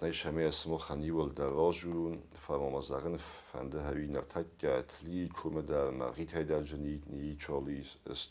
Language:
Ossetic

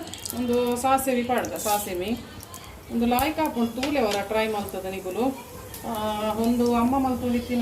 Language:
Tulu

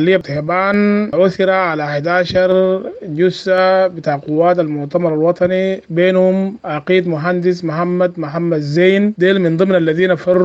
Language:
Sudanese Arabic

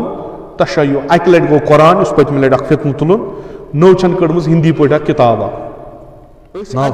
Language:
Kashmiri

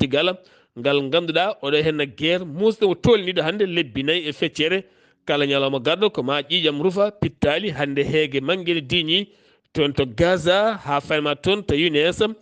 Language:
Fula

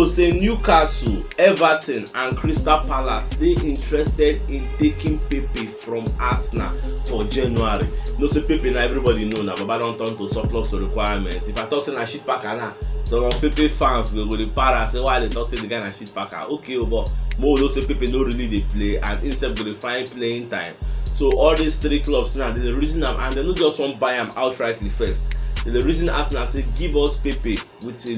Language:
Nigerian Pidgin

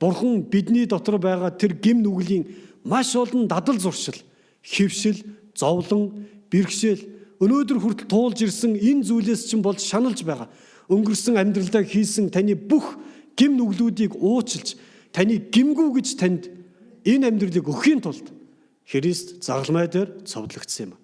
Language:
Mongolian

